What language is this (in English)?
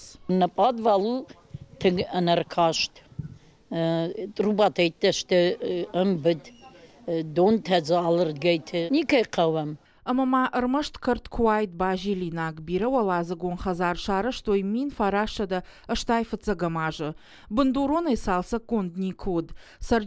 Ossetic